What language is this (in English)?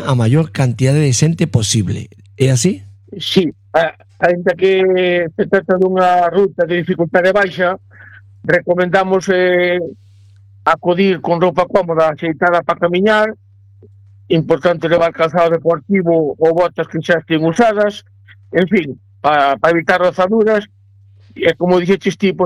Galician